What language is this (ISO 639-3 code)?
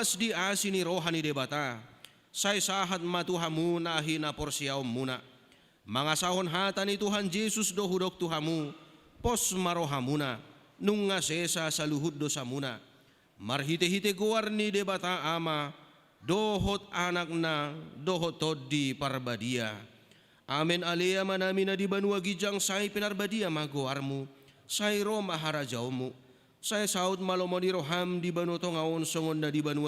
bbc